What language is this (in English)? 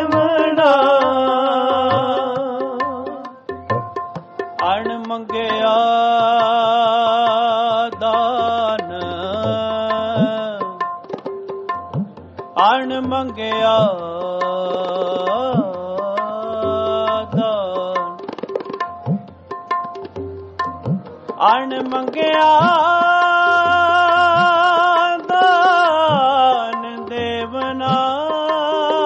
Punjabi